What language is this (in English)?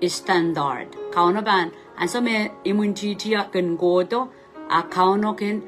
Pohnpeian